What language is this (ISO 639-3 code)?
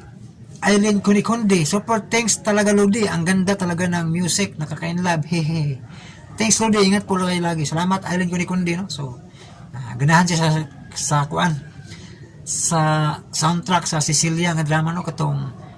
ceb